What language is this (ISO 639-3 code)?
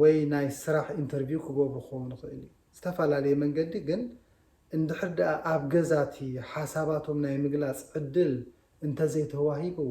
tir